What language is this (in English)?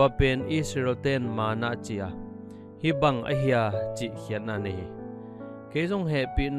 Tedim Chin